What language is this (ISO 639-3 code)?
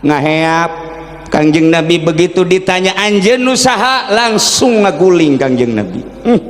sun